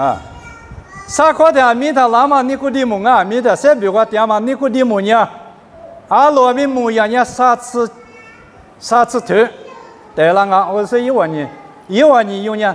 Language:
Lisu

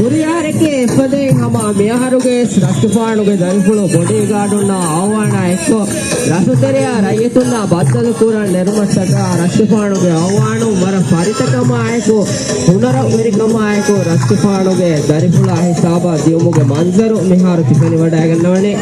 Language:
Divehi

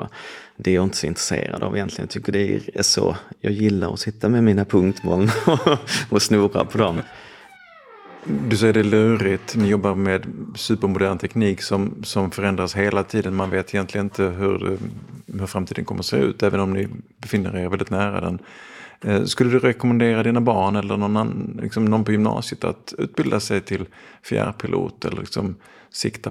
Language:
Swedish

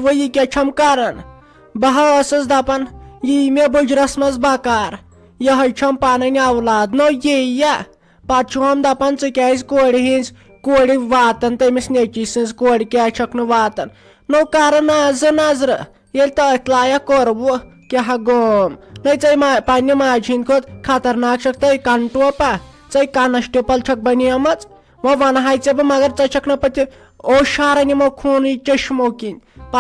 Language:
Kashmiri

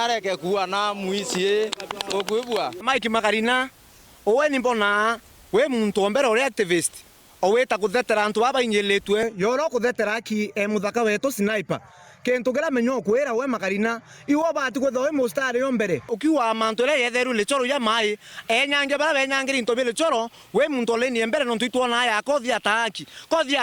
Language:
Meru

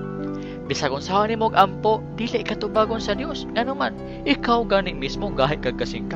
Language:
Cebuano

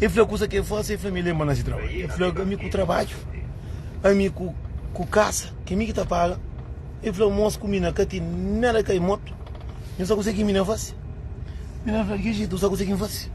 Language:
Kabuverdianu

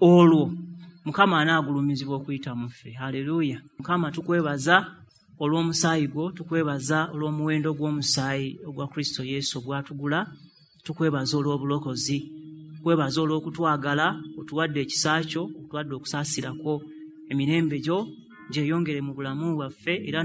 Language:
Ganda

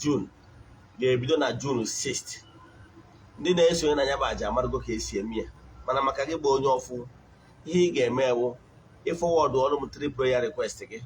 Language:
Igbo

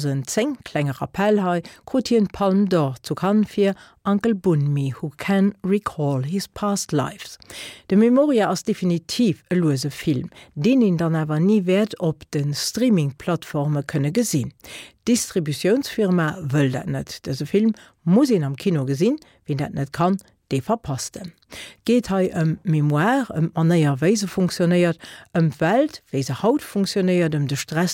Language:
Luxembourgish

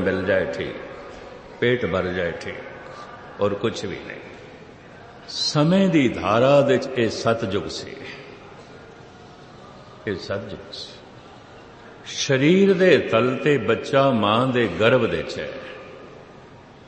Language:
Punjabi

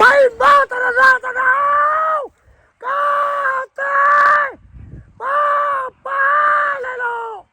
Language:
Minangkabau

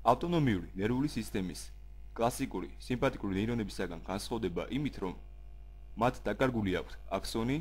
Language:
Georgian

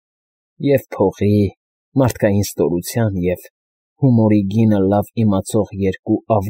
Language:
Armenian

